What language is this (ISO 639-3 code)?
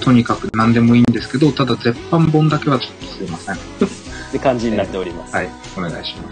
jpn